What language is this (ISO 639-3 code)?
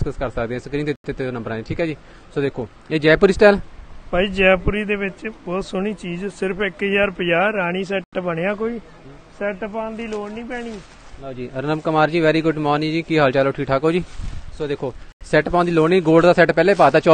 pan